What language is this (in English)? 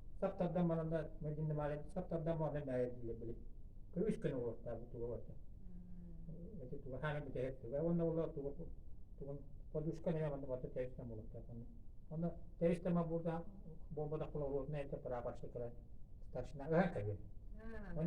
Yakut